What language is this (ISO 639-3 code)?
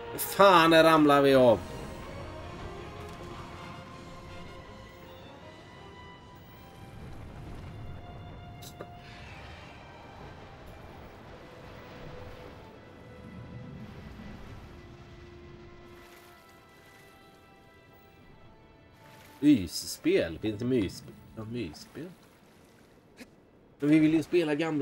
swe